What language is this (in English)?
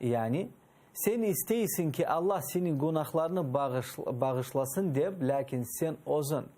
Crimean Tatar